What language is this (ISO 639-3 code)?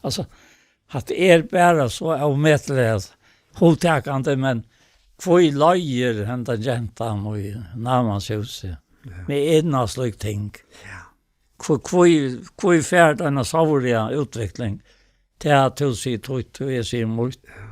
fao